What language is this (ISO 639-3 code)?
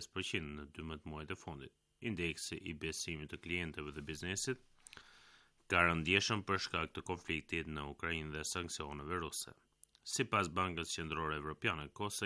sqi